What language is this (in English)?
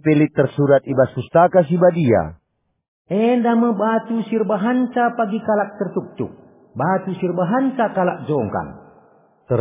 Batak Karo